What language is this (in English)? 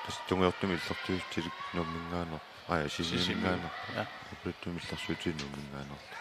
Kalaallisut